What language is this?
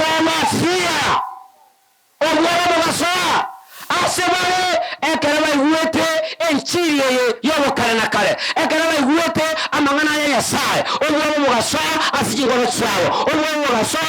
Gusii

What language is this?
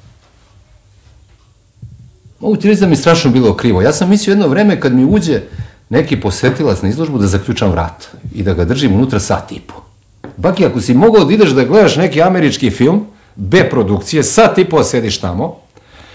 Serbian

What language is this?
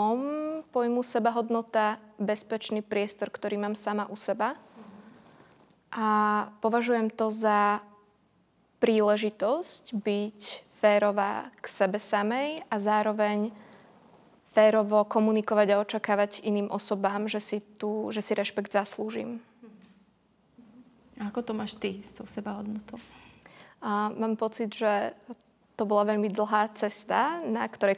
Slovak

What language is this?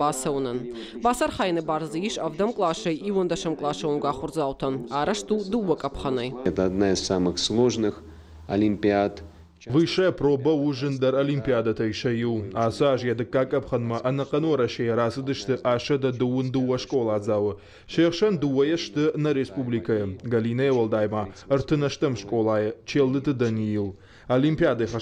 Ossetic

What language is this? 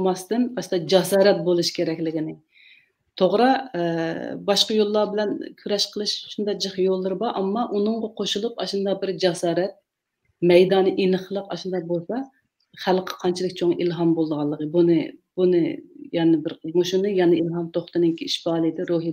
Uyghur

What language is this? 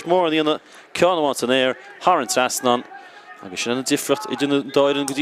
Irish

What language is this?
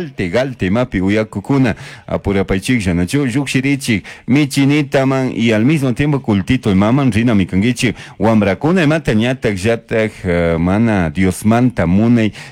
Chimborazo Highland Quichua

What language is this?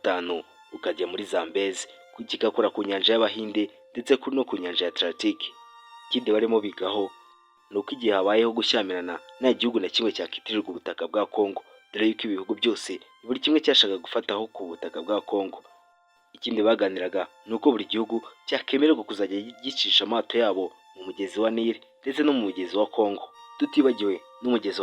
Kinyarwanda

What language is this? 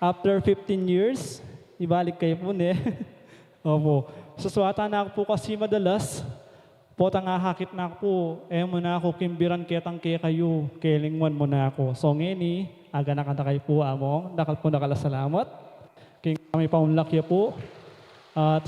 Pampanga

